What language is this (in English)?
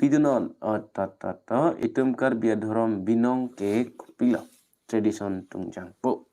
Karbi